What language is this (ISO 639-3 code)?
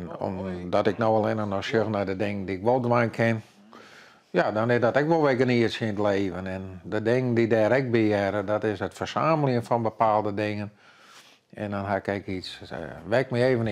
fry